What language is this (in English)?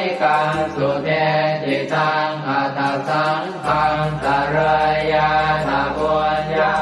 Pali